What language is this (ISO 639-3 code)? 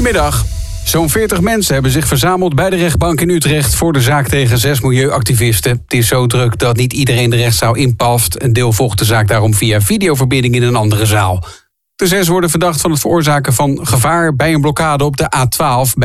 nld